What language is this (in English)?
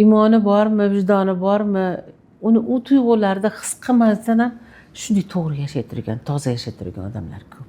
Uzbek